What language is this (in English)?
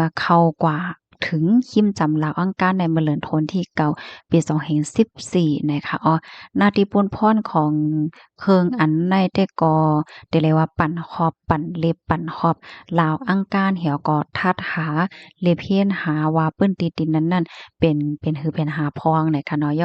Shan